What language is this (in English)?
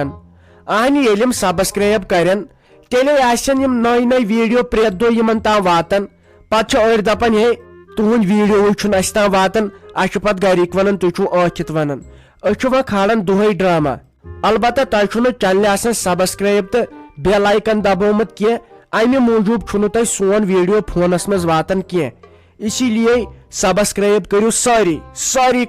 Kashmiri